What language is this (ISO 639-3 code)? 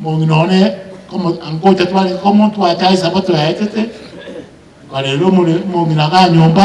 guz